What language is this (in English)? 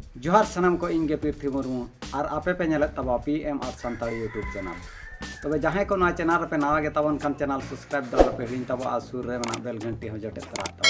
Santali